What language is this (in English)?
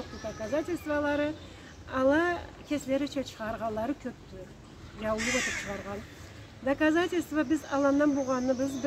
Karachay-Balkar